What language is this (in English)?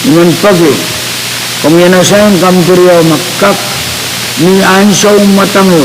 Pohnpeian